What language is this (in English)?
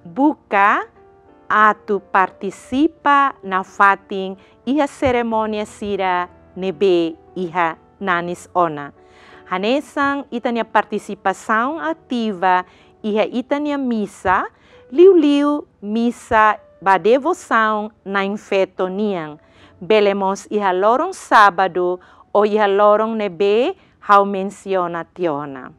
Tetum